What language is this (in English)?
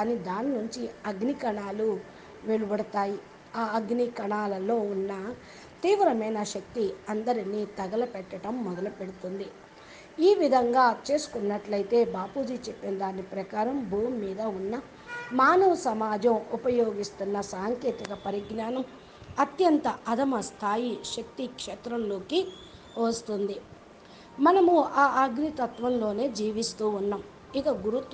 Telugu